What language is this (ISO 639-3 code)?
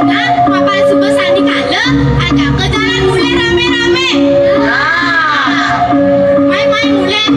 ban